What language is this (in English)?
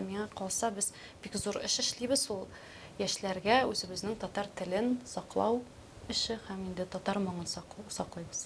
Tatar